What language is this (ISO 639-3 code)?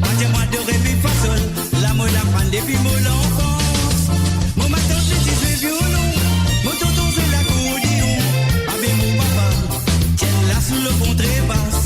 mfe